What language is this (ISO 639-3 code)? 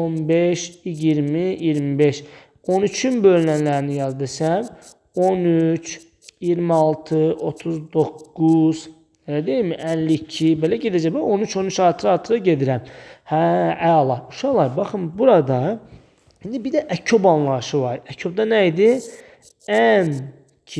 aze